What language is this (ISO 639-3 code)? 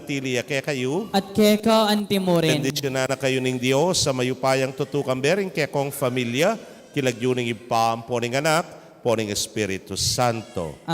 pam